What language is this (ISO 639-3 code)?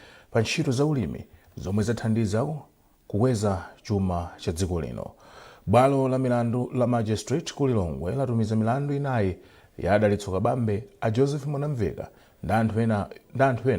nya